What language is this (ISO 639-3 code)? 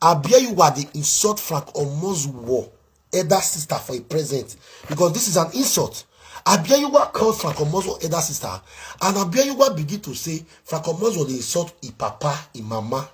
pcm